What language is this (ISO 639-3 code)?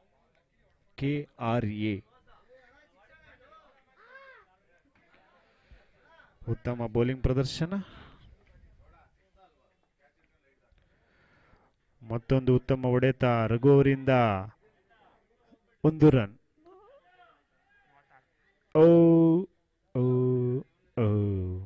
kan